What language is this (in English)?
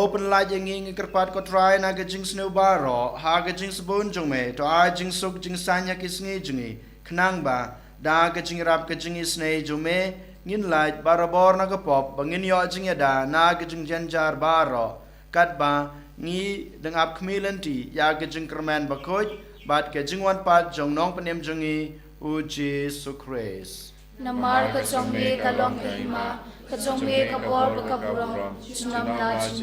Khasi